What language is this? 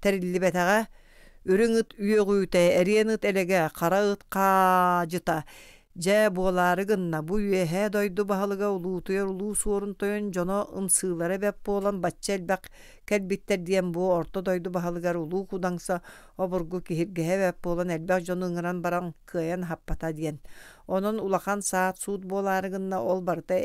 Yakut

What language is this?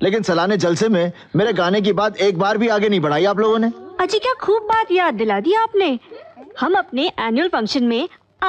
Hindi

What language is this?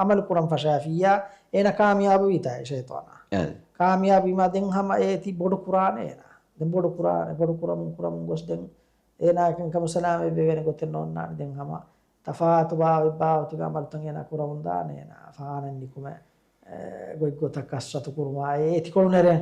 Divehi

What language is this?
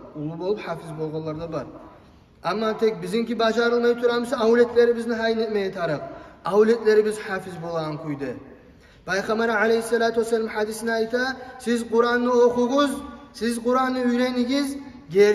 Kumyk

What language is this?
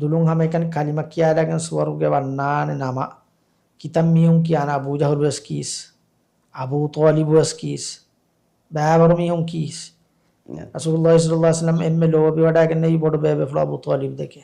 Divehi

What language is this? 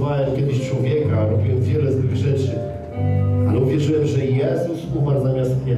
Polish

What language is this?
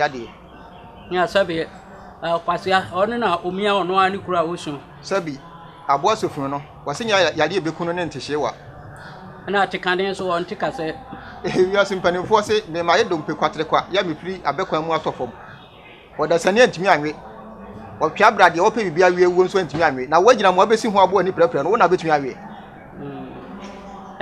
Akan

